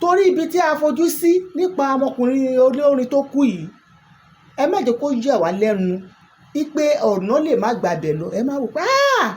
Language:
Yoruba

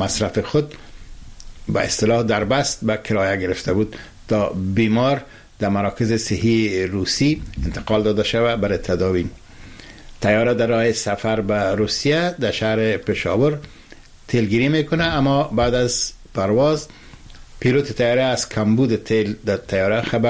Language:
Persian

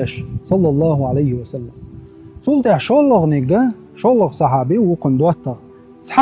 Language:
Chechen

